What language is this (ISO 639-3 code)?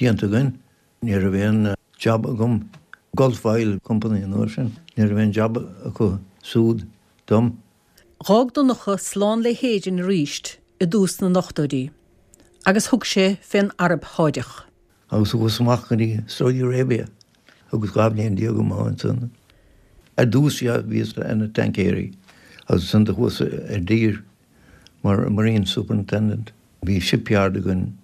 gle